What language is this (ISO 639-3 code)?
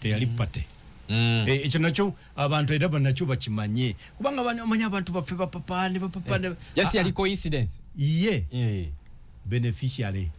lug